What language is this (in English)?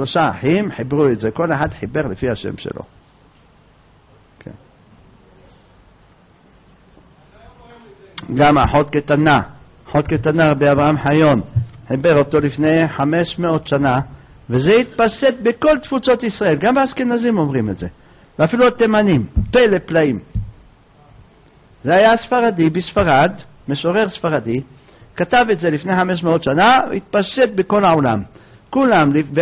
Hebrew